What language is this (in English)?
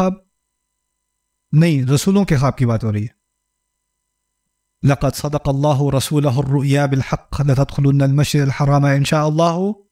Urdu